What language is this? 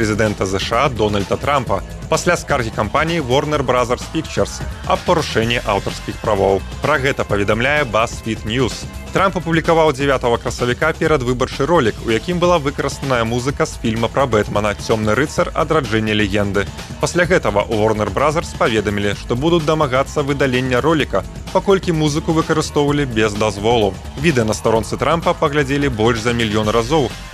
Belarusian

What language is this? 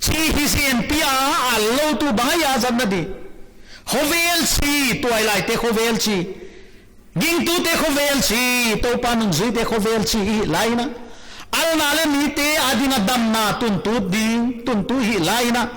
Paite Chin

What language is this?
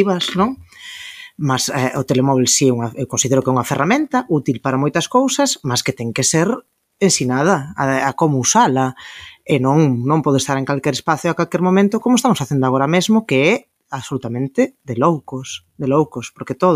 Galician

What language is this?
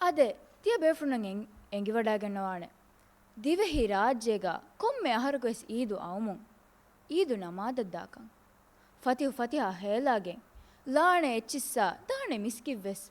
Divehi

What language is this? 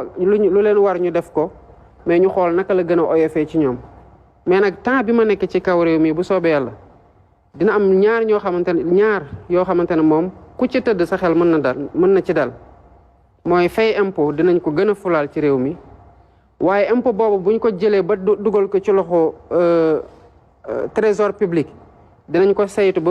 Wolof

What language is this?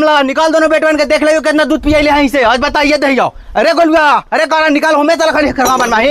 Magahi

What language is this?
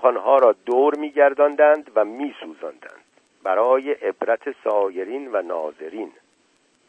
Persian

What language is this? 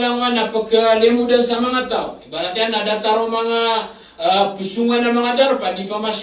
Maranao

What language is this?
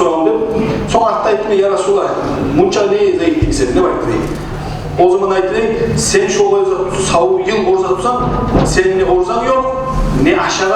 Kumyk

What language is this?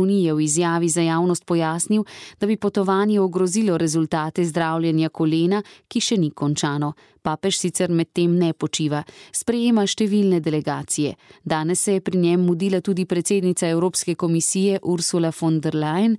Slovenian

